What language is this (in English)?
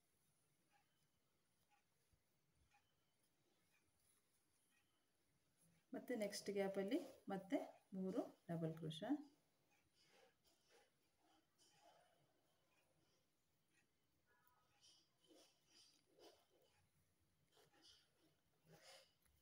Kannada